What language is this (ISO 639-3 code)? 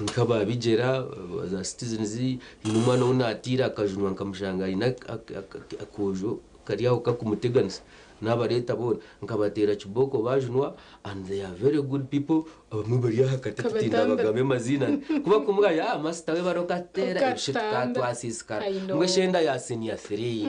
nyn